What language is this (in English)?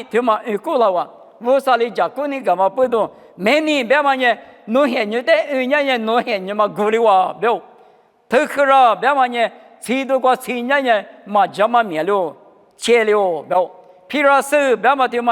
Lisu